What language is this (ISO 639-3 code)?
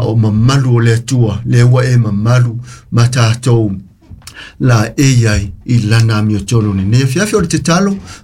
smo